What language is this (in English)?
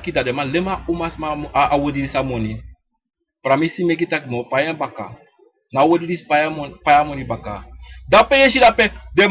Sranan Tongo